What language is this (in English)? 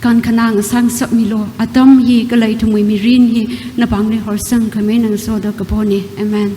Tangkhul Naga (India)